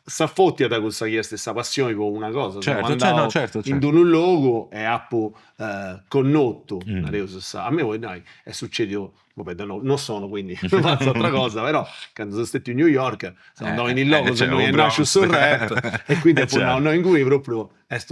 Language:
Sardinian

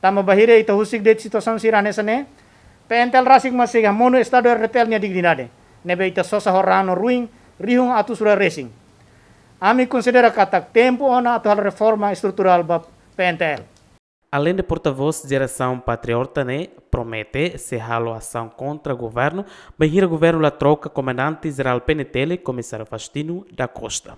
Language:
Tetum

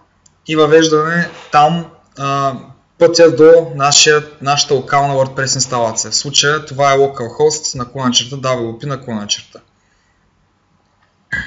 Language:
Bulgarian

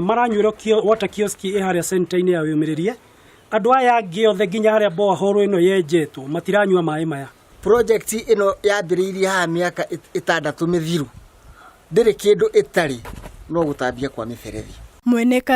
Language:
Kikuyu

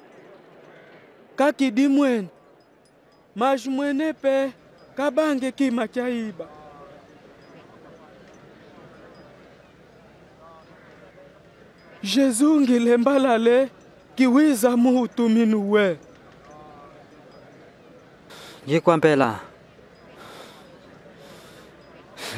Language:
Kimbundu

